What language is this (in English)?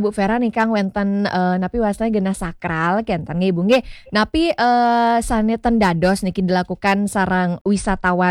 Balinese